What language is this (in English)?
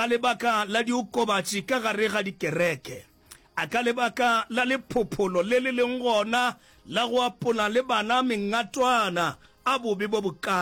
Northern Sotho